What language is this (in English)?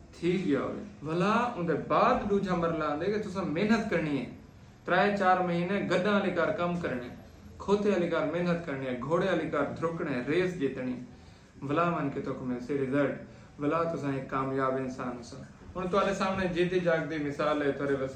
Saraiki